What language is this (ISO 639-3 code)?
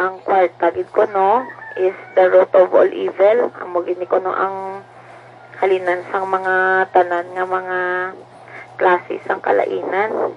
hil